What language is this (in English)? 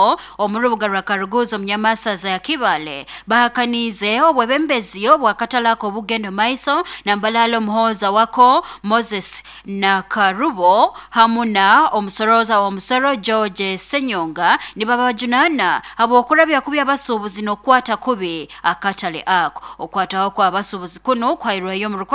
Nyoro